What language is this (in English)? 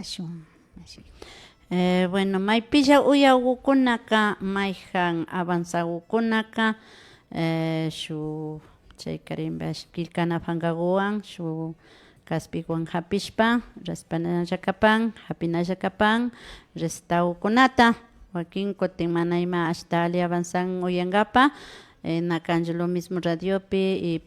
Imbabura Highland Quichua